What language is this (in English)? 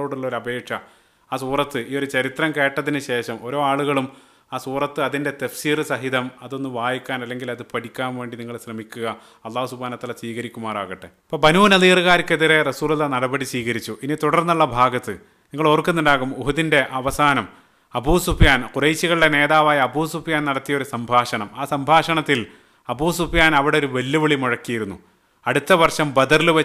Malayalam